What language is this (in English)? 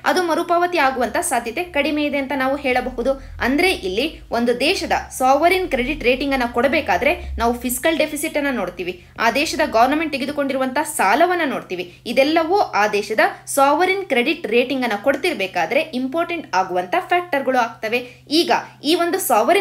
Kannada